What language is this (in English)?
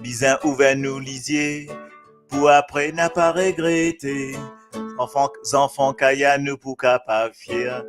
Morisyen